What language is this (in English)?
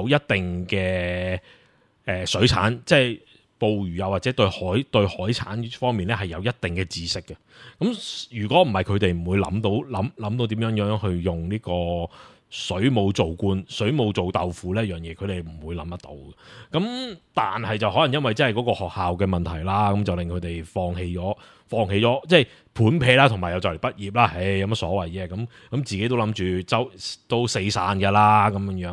Cantonese